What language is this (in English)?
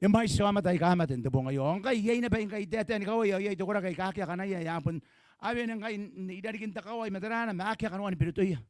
Gilbertese